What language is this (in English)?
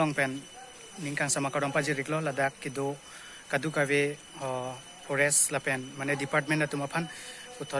Karbi